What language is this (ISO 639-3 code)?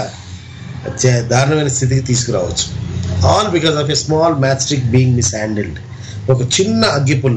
tel